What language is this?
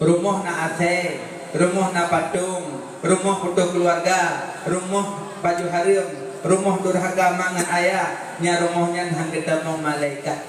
Achinese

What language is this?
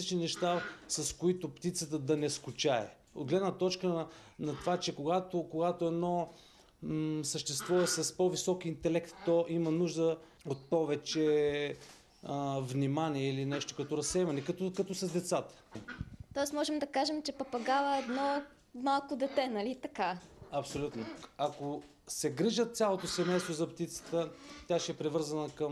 Bulgarian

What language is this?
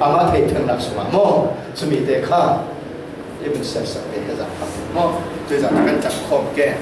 Falam Chin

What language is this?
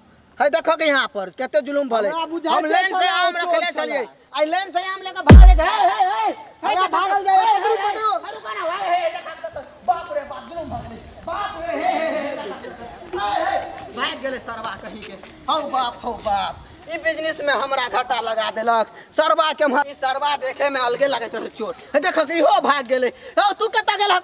Maithili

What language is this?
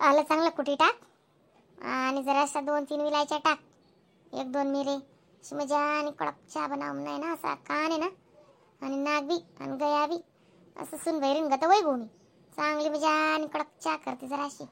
Khandesi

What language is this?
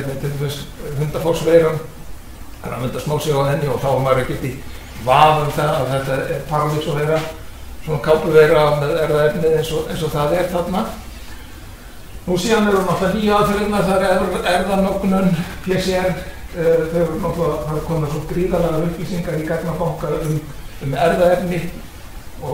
Icelandic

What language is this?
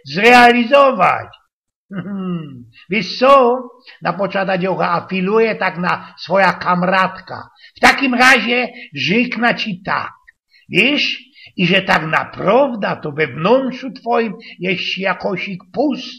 Silesian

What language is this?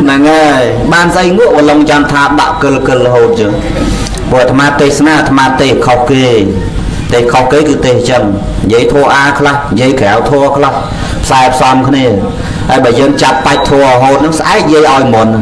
Khmer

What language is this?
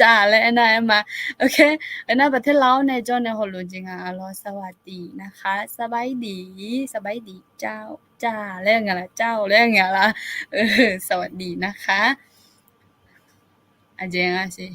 Akha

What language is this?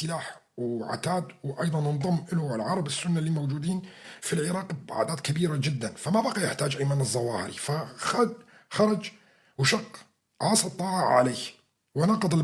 North Levantine Arabic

